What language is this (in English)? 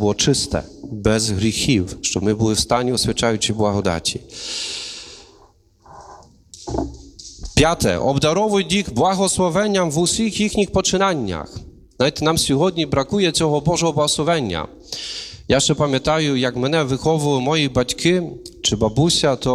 Ukrainian